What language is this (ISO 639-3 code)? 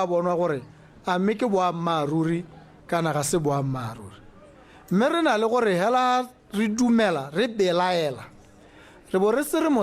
tsn